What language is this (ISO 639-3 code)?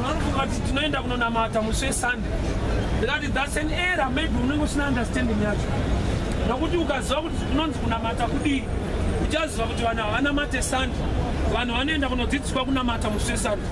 sna